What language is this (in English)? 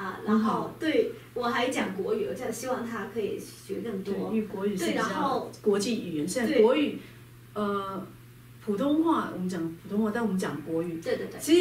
Chinese